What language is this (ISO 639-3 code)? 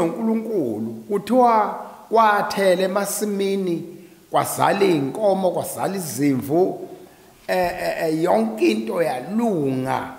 zul